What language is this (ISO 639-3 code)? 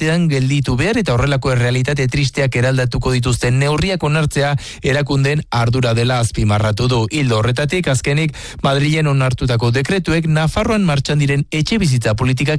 eus